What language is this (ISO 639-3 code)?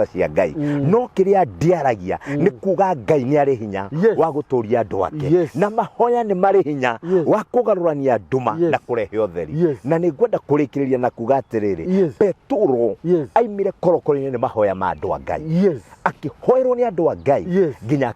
kik